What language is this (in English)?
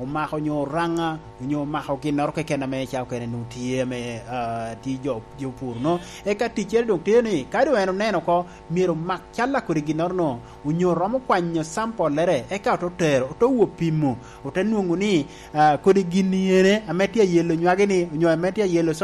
Lango (Uganda)